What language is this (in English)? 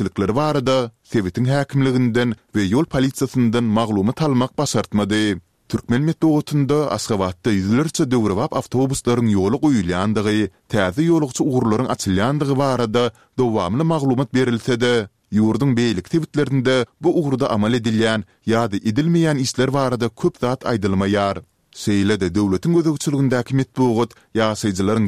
Turkmen